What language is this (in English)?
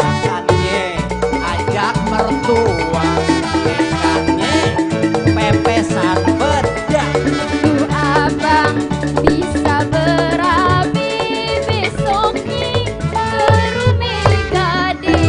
Betawi